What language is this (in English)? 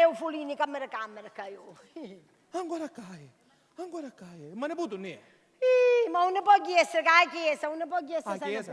Sicilian